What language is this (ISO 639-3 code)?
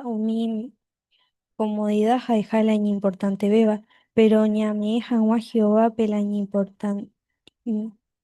grn